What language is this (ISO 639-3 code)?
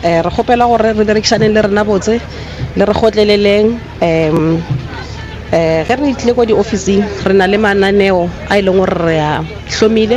nso